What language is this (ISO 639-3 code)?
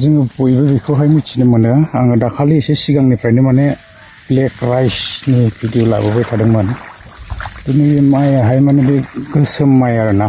brx